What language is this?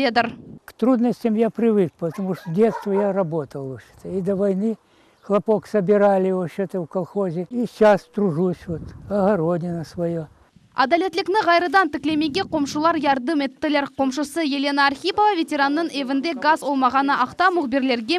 Crimean Tatar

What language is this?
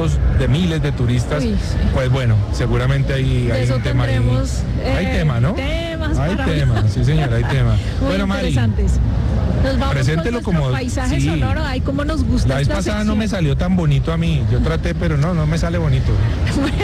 Spanish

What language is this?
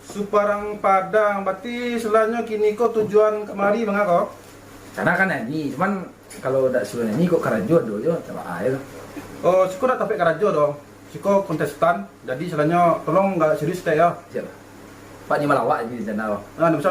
Minangkabau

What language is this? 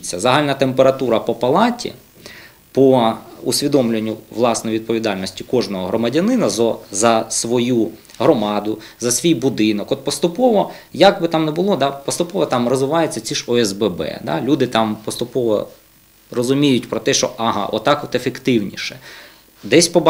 Ukrainian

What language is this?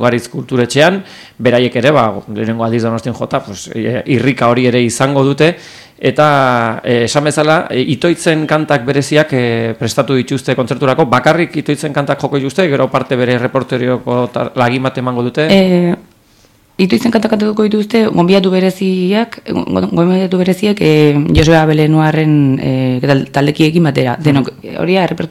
Basque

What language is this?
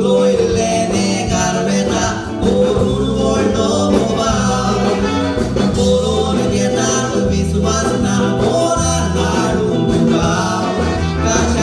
Konkani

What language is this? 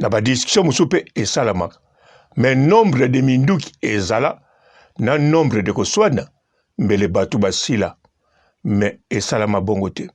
Lingala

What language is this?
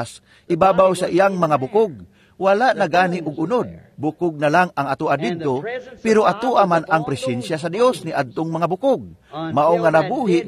Cebuano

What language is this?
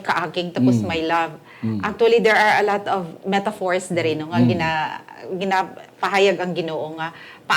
Hiligaynon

